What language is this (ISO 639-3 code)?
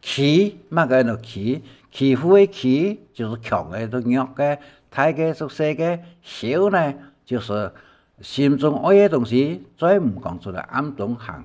hak